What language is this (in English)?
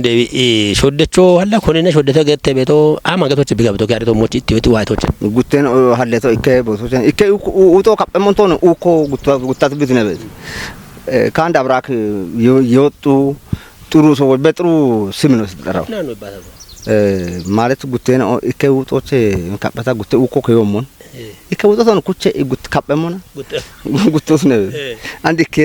Kafa